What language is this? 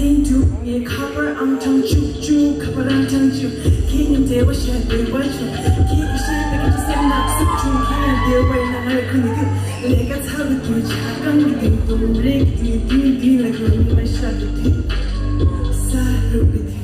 Tibetan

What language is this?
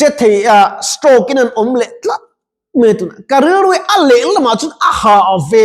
Mizo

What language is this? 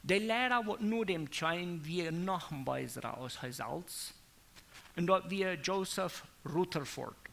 Plautdietsch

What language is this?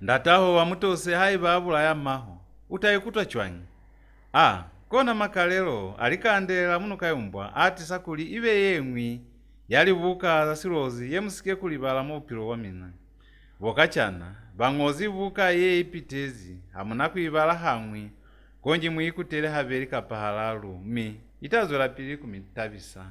Lozi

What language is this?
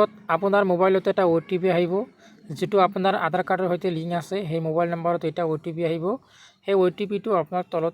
Assamese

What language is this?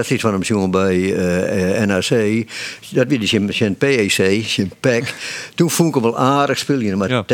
Western Frisian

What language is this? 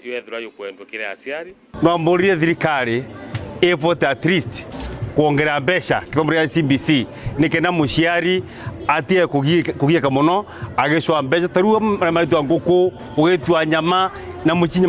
Meru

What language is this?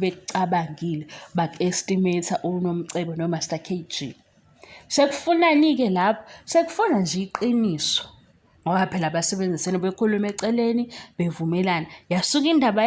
Zulu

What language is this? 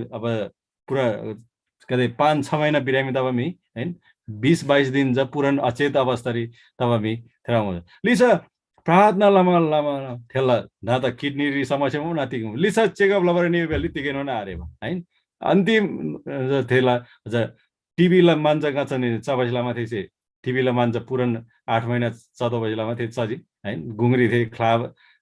Eastern Tamang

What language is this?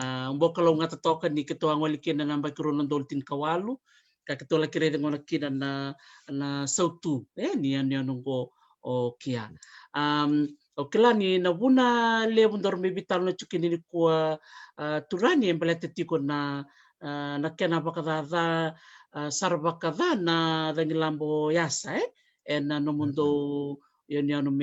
Fijian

